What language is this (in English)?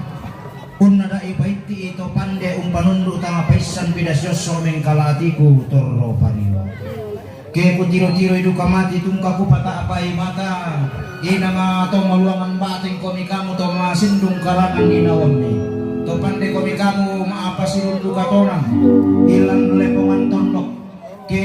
Toraja-Sa'dan